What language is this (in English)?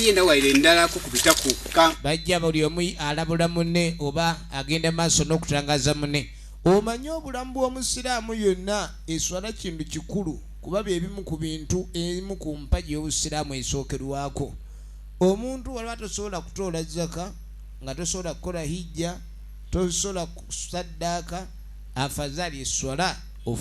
Soga